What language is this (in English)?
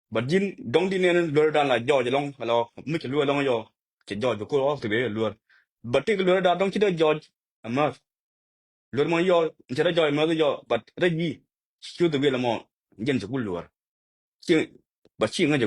Nuer